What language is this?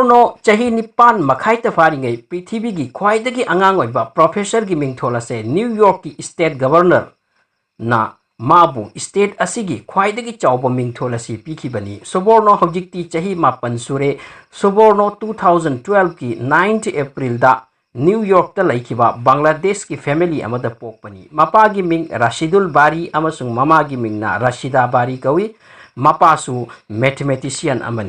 Manipuri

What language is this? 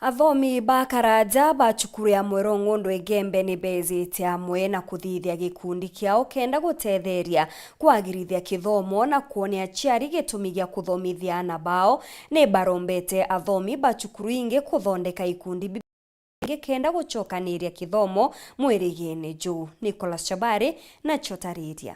Meru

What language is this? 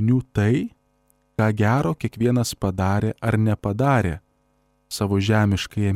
Lithuanian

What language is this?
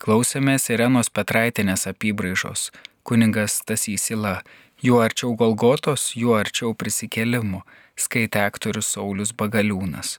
Lithuanian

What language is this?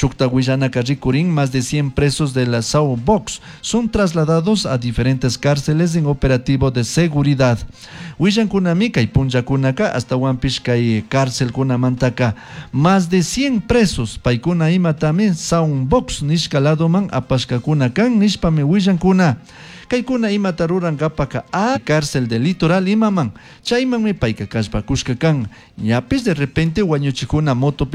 Chimborazo Highland Quichua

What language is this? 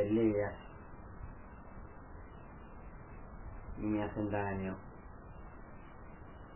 Spanish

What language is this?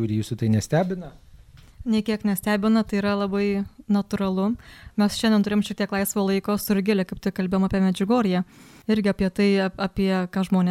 Lithuanian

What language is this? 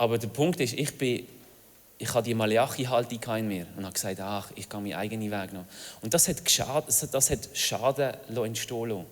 Swiss German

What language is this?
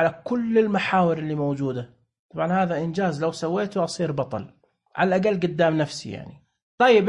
Najdi Arabic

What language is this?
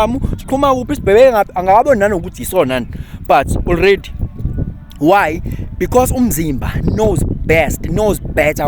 Zulu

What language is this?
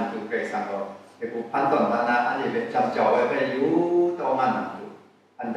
Kachin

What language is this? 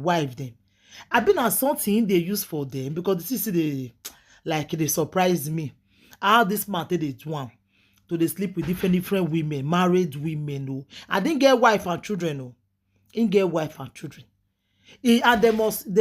Nigerian Pidgin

